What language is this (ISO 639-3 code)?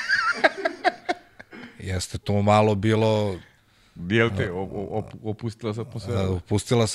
srp